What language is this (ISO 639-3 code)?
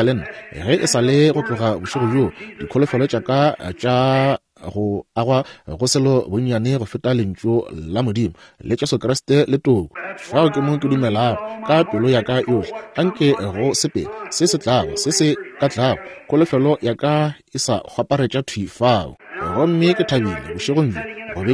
nso